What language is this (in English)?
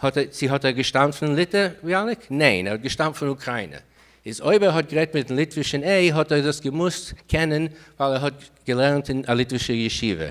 Yiddish